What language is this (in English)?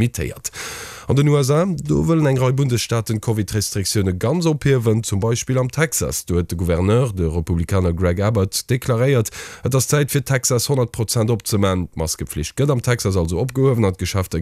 Luxembourgish